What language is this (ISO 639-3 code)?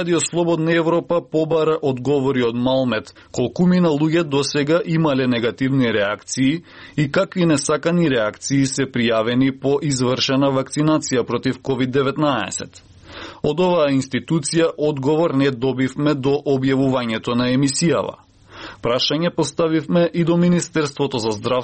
mkd